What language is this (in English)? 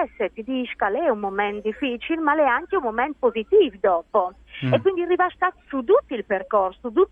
Friulian